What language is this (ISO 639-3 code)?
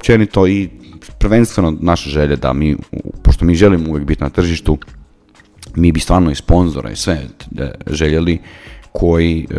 hrv